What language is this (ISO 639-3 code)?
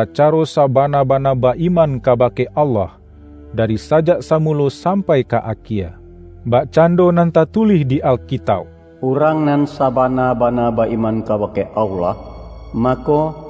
min